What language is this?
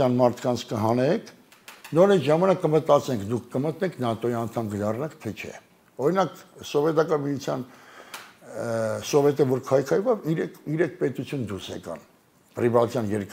Armenian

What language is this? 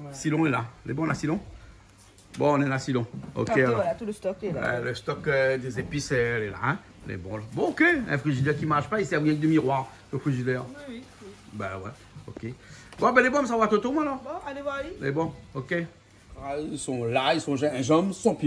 Réunion Creole French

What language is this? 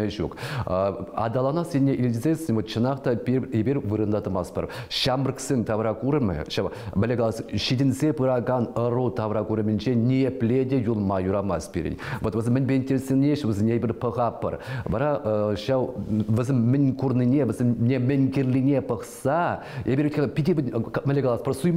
Chuvash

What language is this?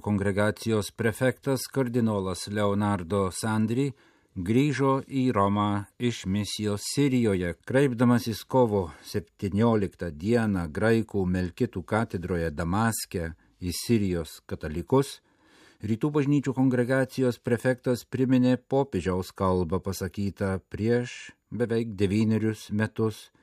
Lithuanian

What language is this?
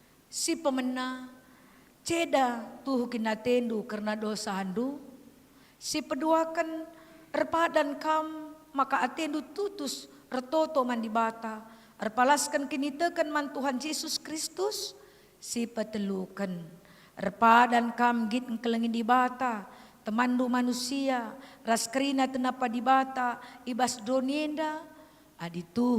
Batak Karo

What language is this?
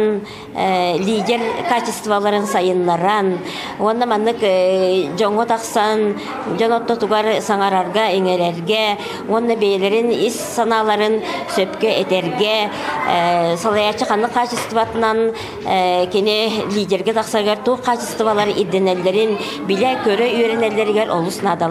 Yakut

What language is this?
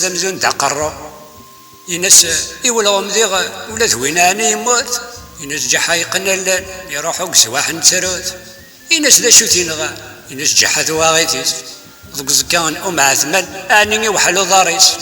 Kabyle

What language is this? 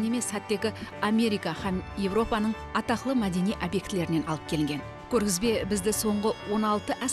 Kara-Kalpak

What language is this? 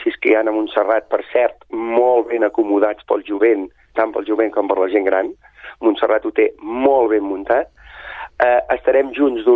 Catalan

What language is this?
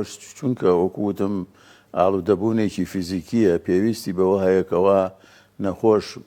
Central Kurdish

